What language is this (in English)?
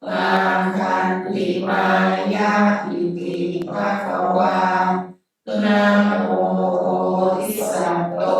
Pali